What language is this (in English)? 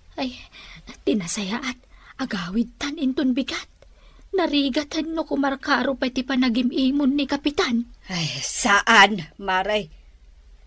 Iloko